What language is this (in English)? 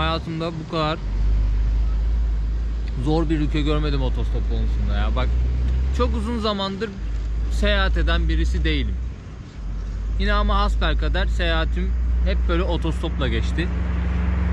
Turkish